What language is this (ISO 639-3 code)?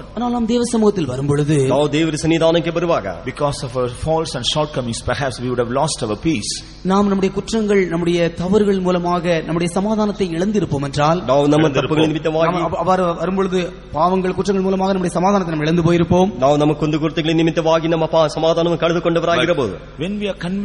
tam